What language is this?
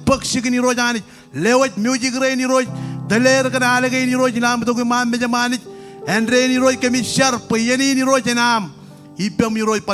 Marshallese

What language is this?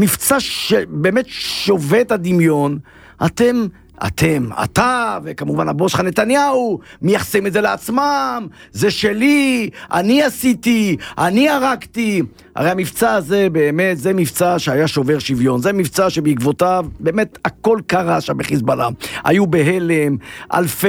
Hebrew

